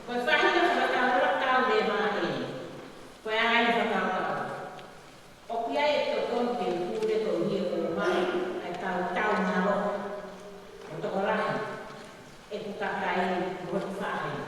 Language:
Tongan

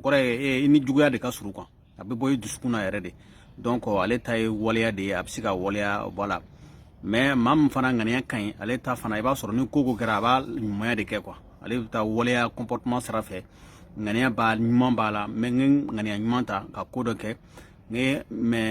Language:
Bambara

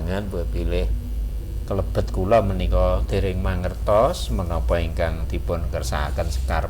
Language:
Javanese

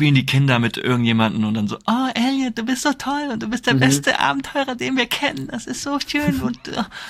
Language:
German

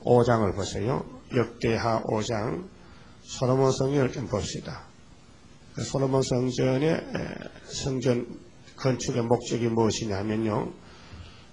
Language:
Korean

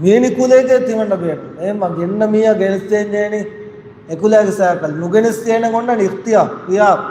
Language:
Divehi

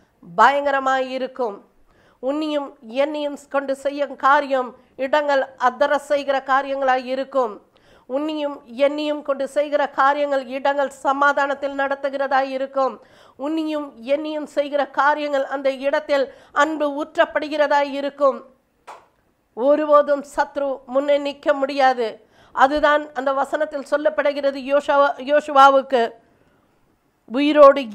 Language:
Tamil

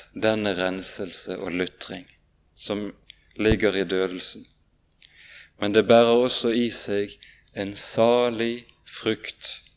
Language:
Norwegian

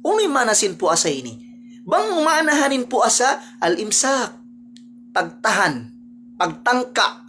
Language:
Tausug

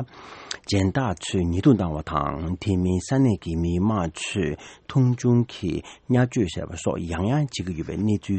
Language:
Tibetan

